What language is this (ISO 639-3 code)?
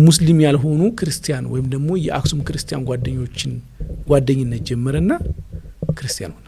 amh